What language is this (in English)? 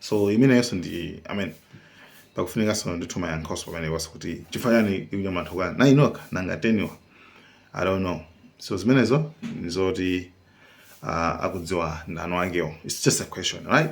Nyanja